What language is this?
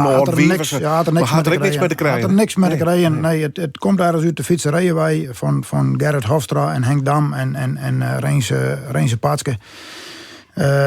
Western Frisian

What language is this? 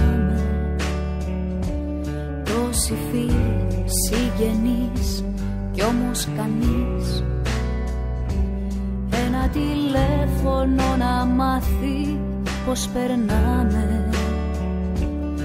Greek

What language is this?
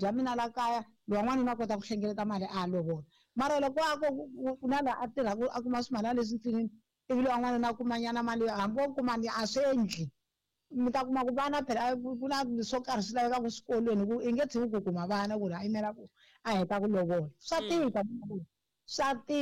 Tsonga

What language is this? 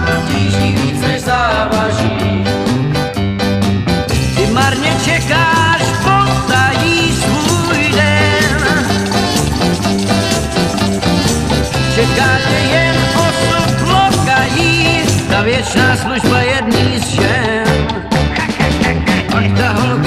Czech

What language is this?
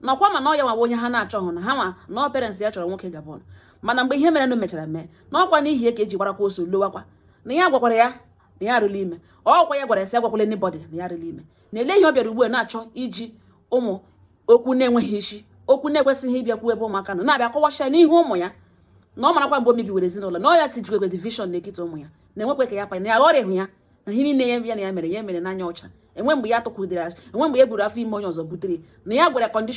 Igbo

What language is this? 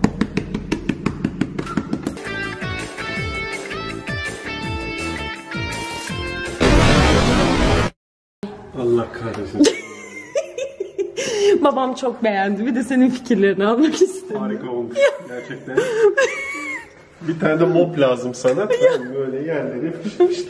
Turkish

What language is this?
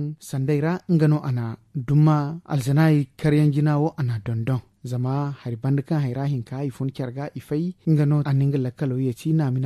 Zarma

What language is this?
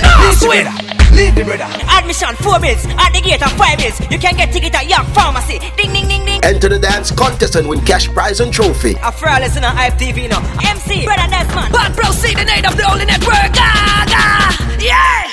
Jamaican Creole English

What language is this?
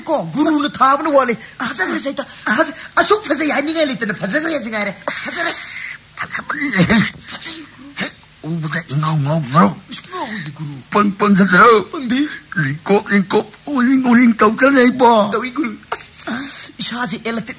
Manipuri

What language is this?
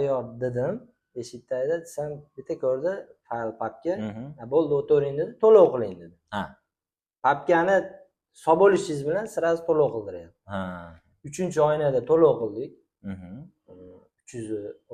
Uzbek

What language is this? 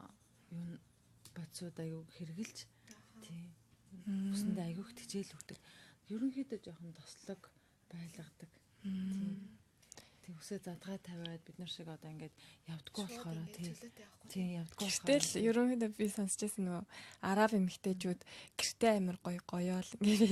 Mongolian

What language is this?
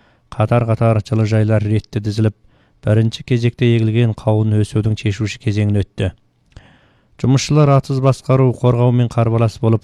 Kazakh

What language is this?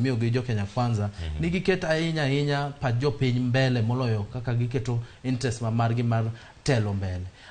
Luo (Kenya and Tanzania)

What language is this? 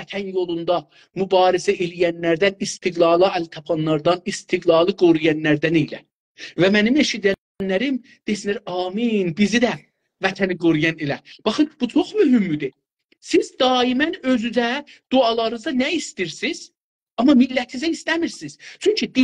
South Azerbaijani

